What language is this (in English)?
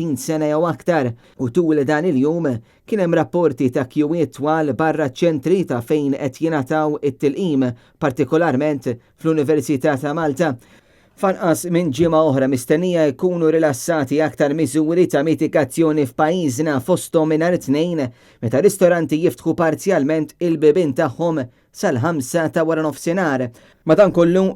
Maltese